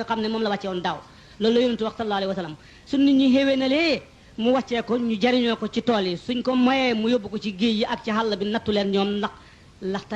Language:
Wolof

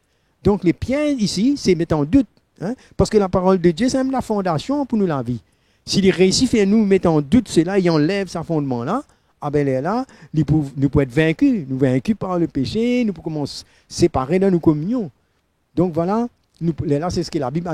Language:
Morisyen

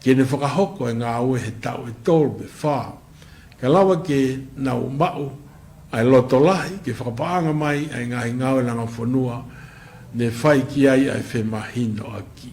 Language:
Tongan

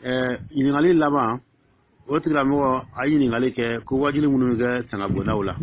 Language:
Dyula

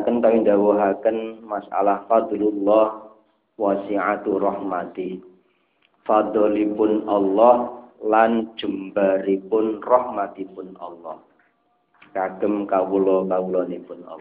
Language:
Javanese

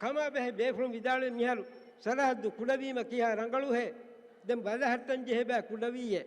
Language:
Divehi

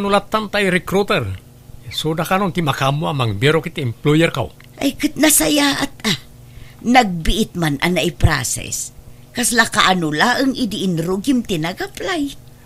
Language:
Iloko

